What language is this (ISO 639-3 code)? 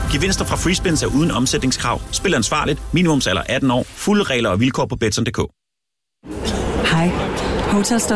dan